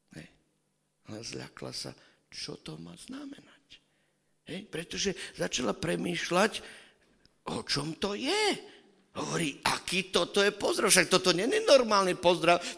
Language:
Slovak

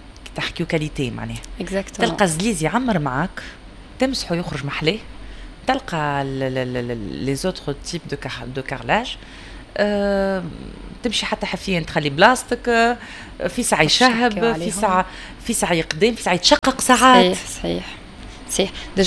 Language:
Tunisian Arabic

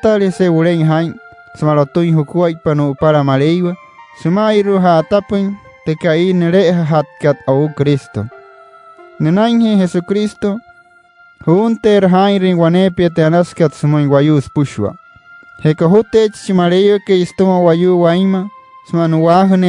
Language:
Wayuu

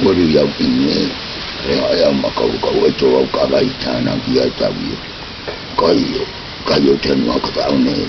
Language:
South Marquesan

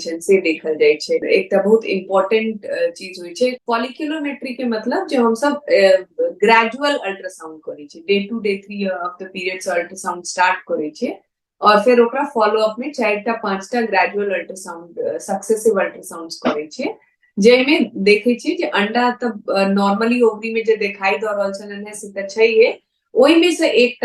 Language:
Maithili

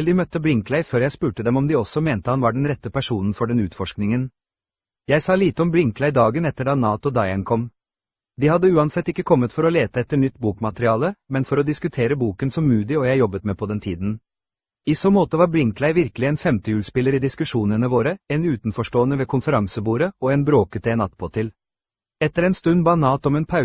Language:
Norwegian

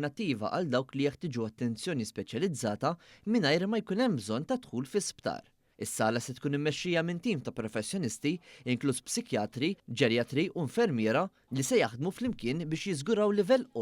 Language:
Maltese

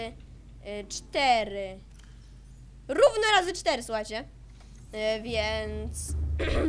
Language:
Polish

